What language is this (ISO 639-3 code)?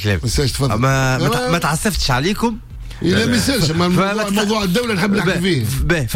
aeb